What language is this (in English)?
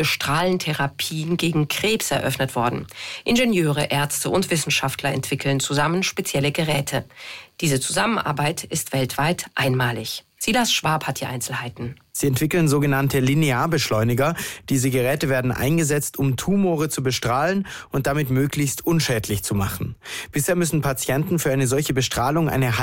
German